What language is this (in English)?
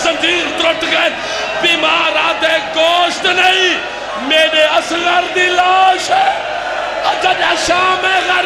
Saraiki